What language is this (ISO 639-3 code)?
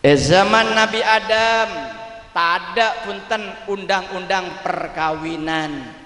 mad